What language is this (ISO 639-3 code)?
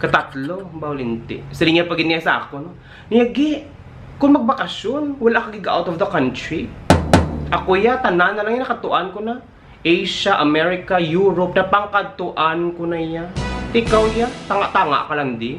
hil